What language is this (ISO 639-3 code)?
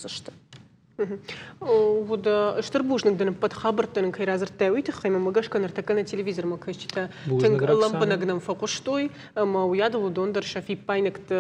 oss